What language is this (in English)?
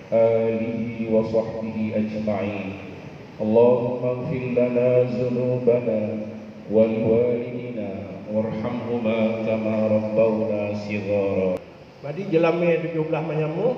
Achinese